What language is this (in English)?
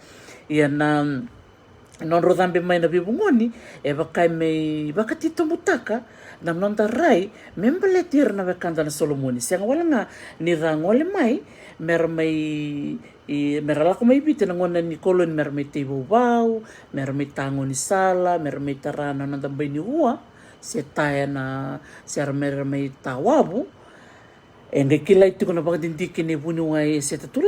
Fijian